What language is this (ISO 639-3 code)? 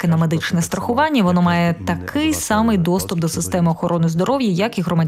ukr